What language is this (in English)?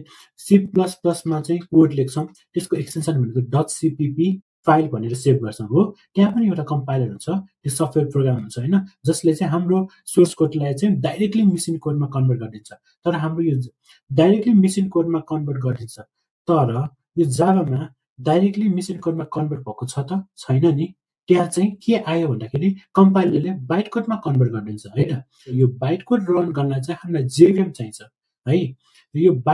Nepali